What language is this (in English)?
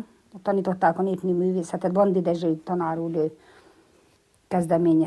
Hungarian